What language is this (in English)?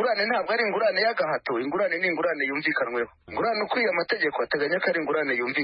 Kinyarwanda